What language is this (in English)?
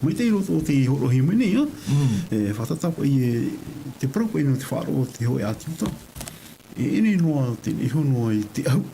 Tahitian